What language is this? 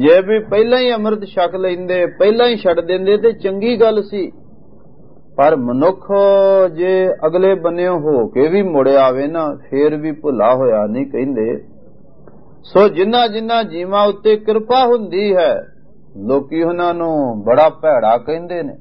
Punjabi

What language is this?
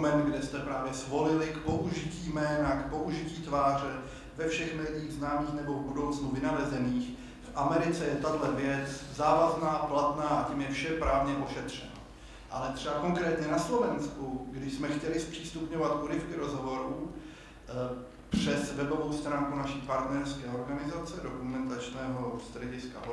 Czech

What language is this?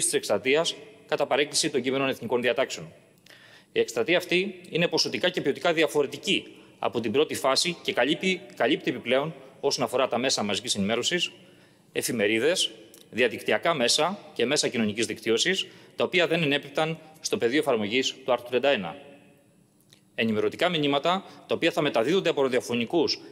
Greek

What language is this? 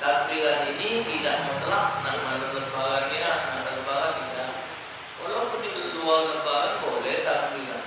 Musi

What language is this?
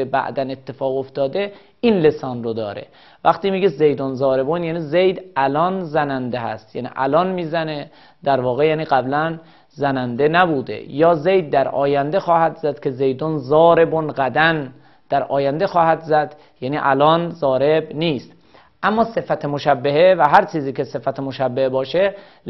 Persian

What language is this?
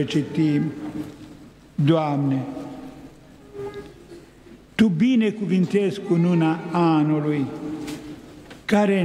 Romanian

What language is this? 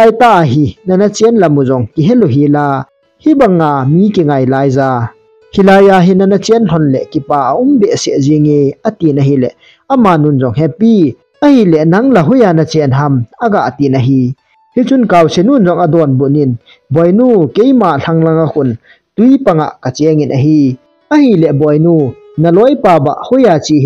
Thado Chin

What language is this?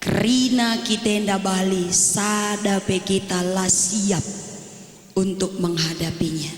Batak Karo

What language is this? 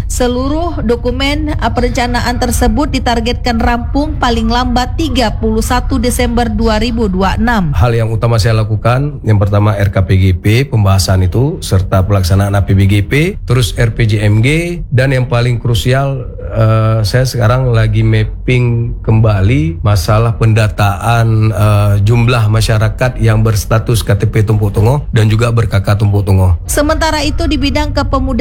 Indonesian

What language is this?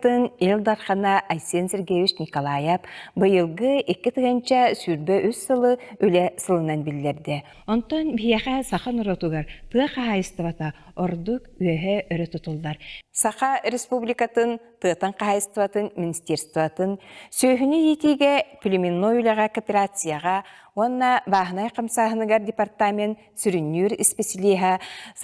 Yakut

